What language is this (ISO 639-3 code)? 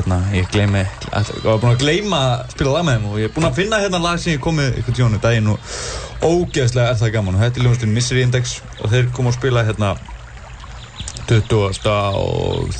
isl